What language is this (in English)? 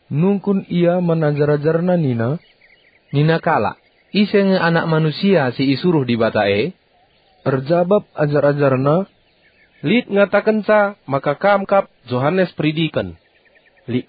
Batak Karo